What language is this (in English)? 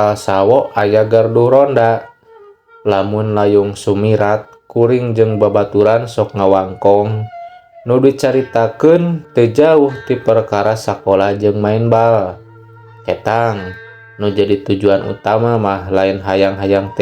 Sundanese